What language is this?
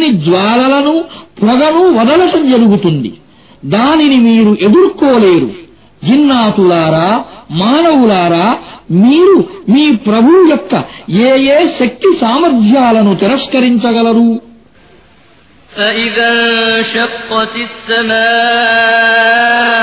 Telugu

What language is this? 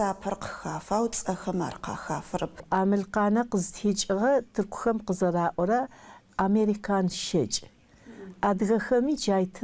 Adyghe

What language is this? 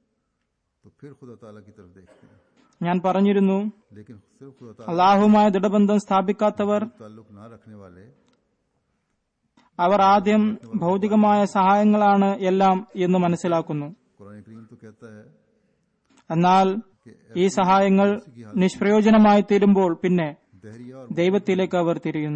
Malayalam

